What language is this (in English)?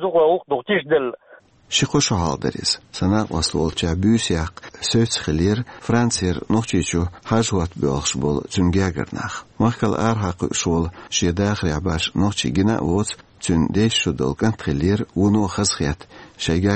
Chechen